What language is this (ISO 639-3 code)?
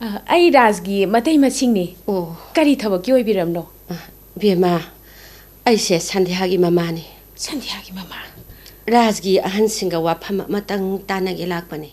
mni